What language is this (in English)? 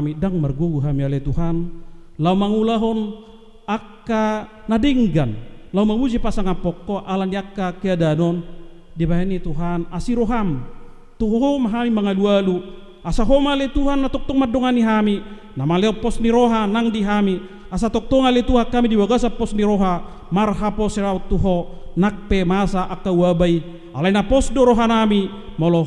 Batak Toba